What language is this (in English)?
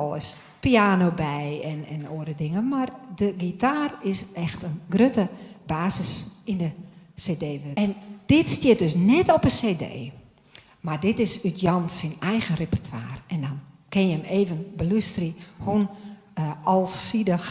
Western Frisian